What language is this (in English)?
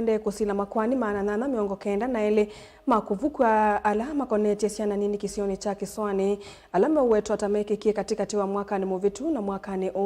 Kamba